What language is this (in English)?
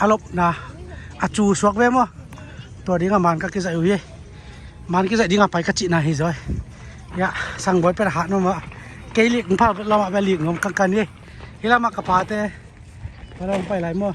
Tedim Chin